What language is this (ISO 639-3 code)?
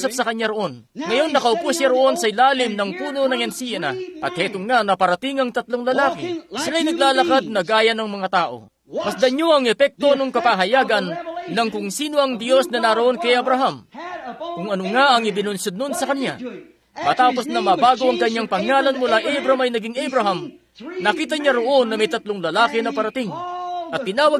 fil